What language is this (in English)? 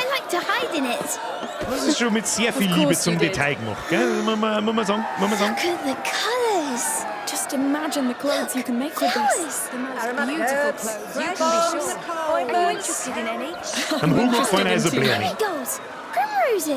Bavarian